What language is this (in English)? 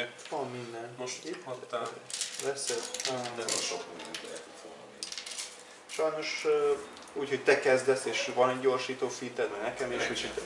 Hungarian